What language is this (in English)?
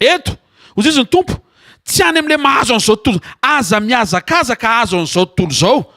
Malagasy